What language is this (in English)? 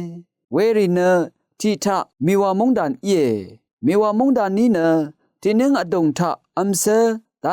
Rawang